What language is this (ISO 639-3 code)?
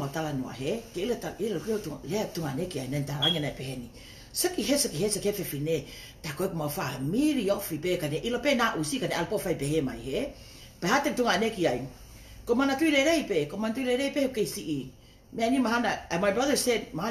ton